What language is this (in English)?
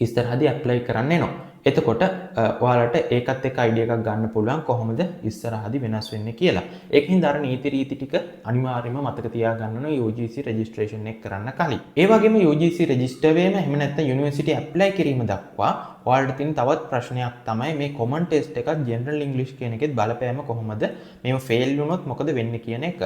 Sinhala